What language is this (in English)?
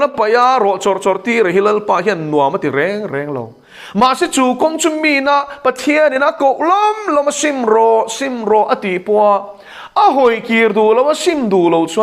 Mizo